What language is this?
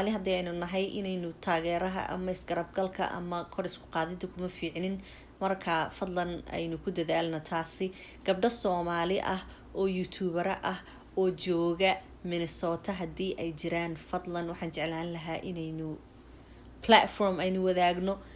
Somali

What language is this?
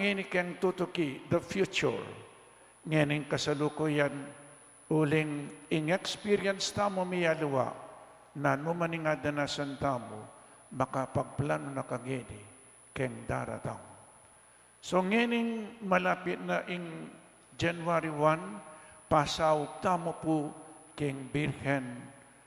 Pampanga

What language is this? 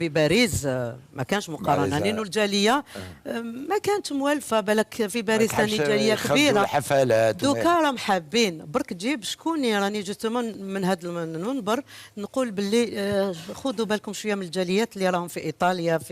Algerian Arabic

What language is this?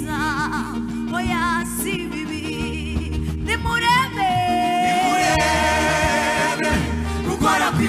Kinyarwanda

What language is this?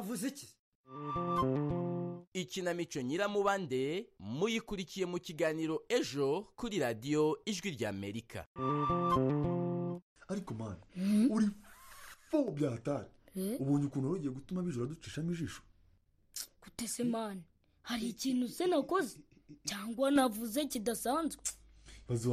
Kinyarwanda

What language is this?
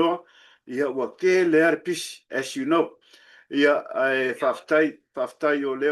Samoan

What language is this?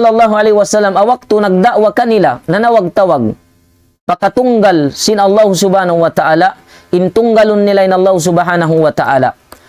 Tausug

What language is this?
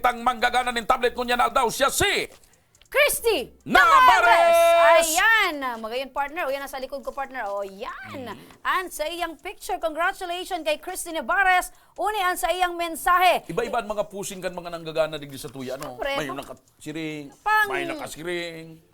Bikol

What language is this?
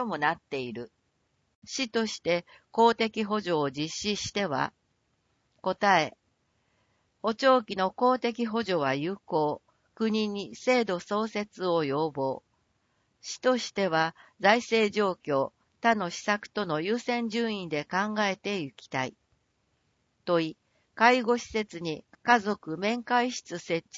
Japanese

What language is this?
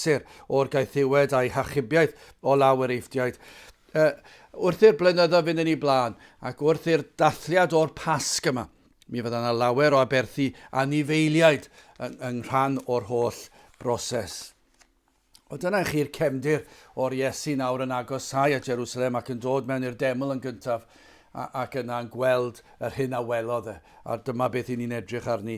Welsh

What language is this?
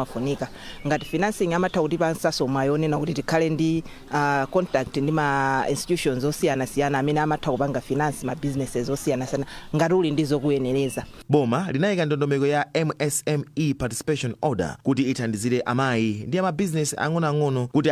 Nyanja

